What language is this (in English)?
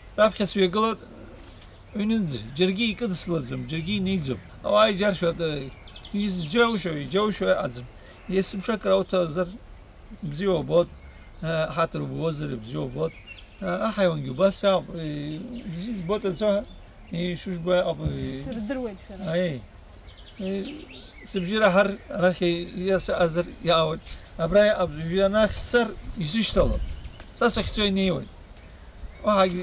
Abkhazian